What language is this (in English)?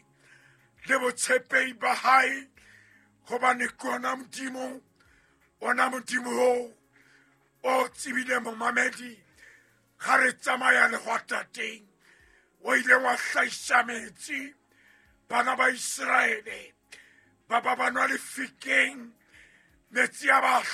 Southern Sotho